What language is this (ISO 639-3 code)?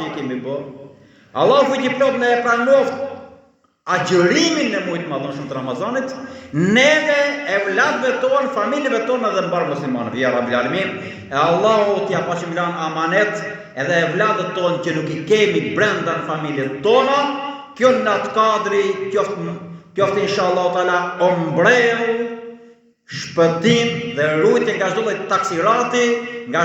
sqi